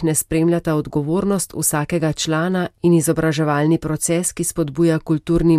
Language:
Slovenian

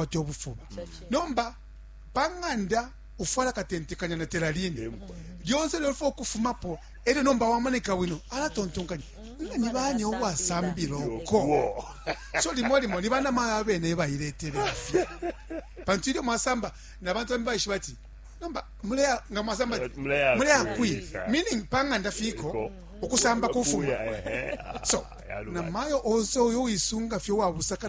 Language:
Bemba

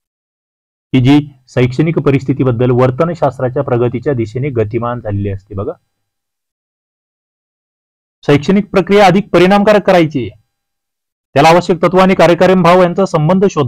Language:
Marathi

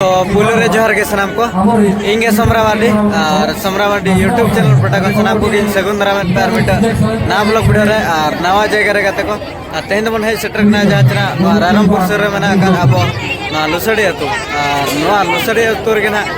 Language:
Santali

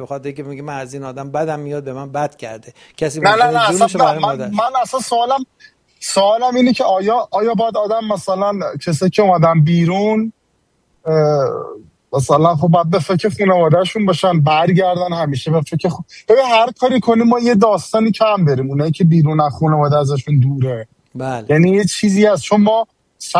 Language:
Persian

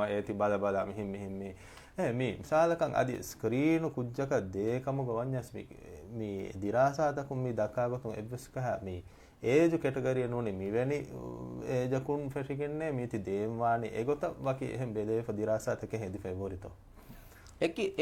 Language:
Divehi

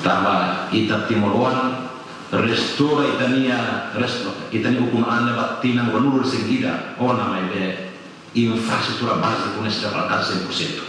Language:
Tetum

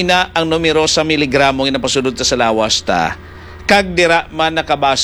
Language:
Hiligaynon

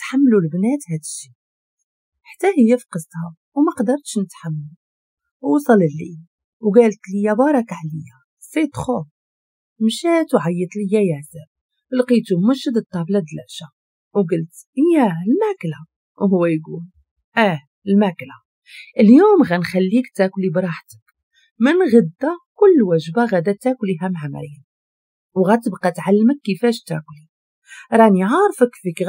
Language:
Moroccan Arabic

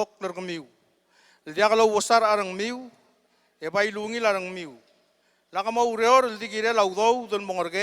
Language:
Palauan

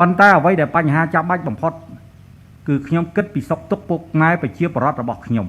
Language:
Khmer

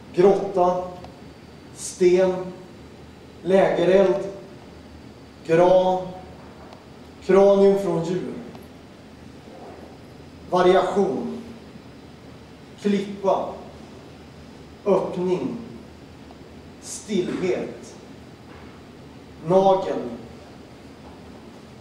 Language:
Swedish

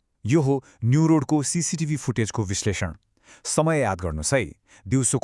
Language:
Nepali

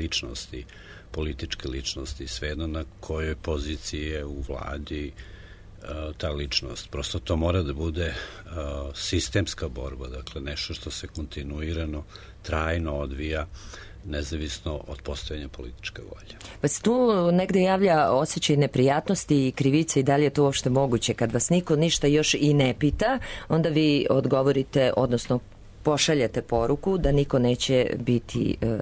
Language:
Serbian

